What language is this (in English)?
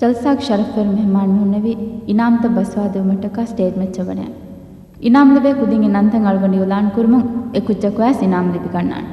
Divehi